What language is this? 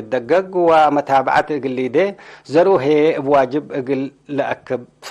Tigre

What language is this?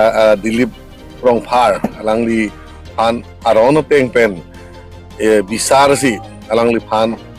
Karbi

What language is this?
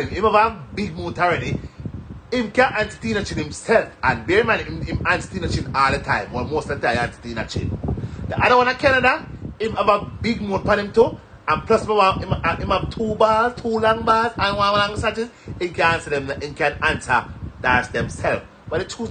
Jamaican Creole English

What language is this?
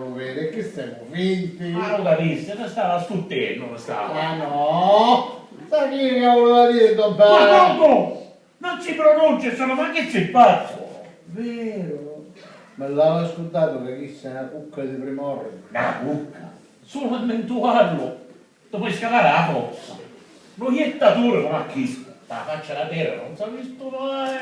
Sicilian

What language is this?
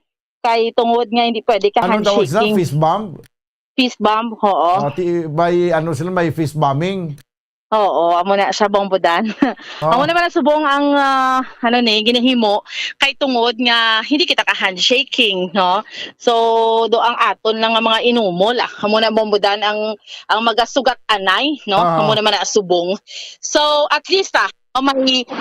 Hiligaynon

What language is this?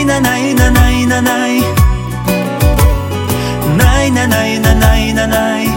Kazakh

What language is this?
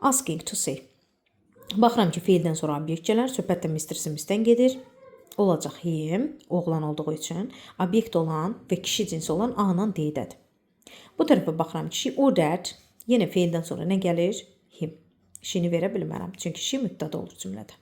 Azerbaijani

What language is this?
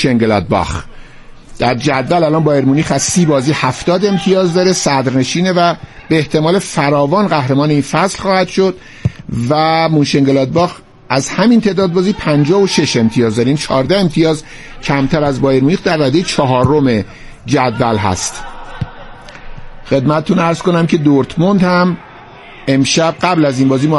Persian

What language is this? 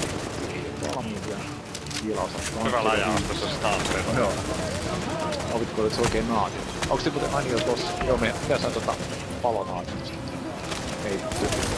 Finnish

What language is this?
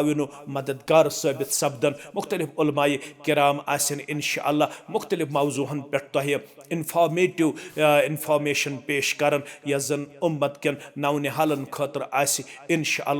Kashmiri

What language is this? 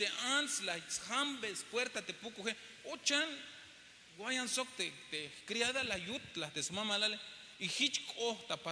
Tzeltal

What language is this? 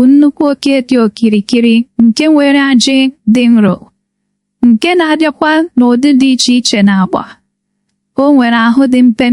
Igbo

